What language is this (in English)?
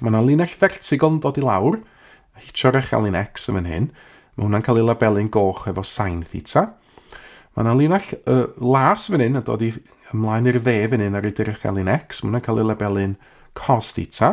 Welsh